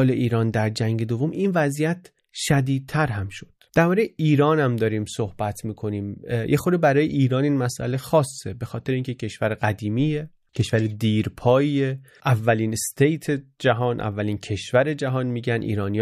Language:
Persian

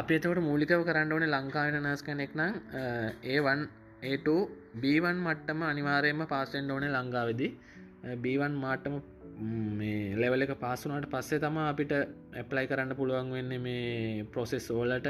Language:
Sinhala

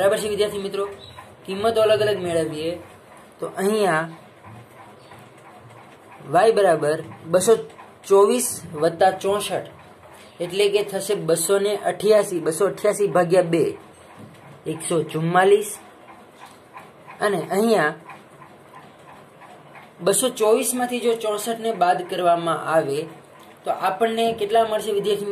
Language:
Gujarati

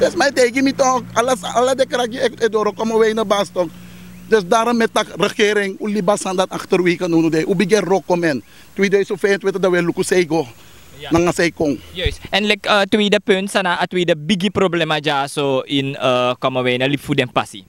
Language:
Sranan Tongo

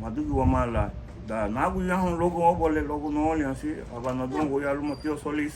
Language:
Garifuna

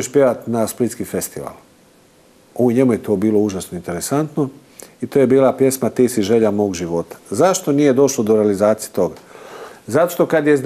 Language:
Croatian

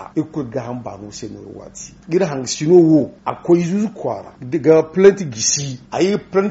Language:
Zarma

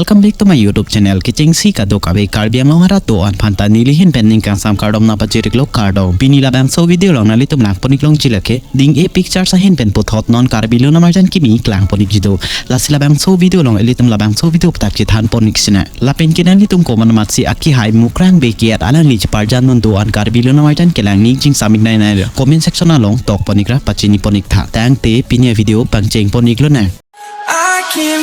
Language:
Karbi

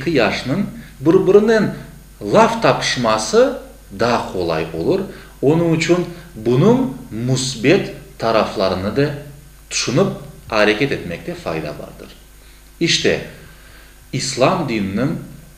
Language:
Crimean Tatar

